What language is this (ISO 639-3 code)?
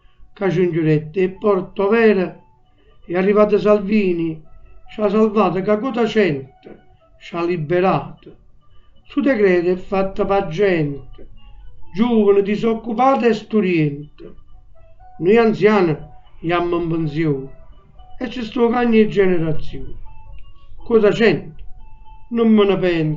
nap